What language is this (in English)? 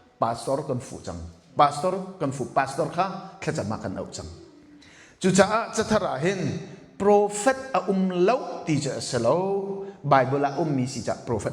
Hakha Chin